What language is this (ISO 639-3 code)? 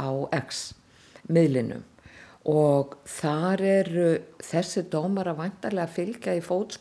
isl